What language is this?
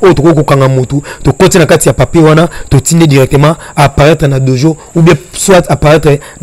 Lingala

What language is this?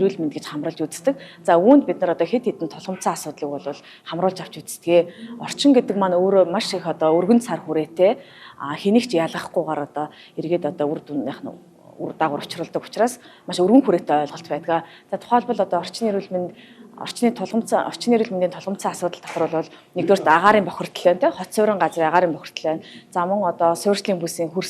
Mongolian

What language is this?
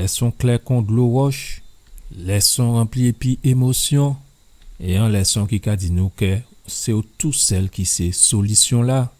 Guadeloupean Creole French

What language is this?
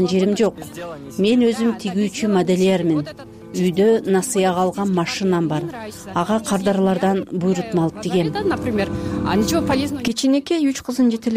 Kyrgyz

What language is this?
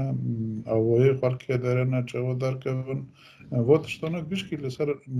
Kurdish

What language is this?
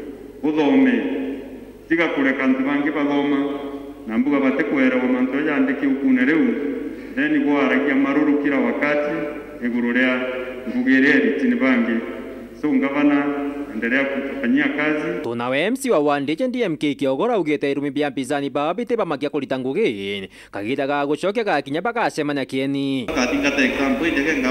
Meru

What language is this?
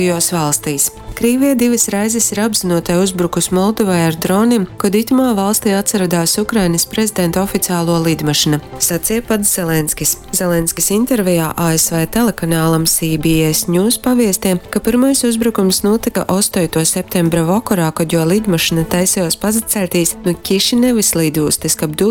Latgalian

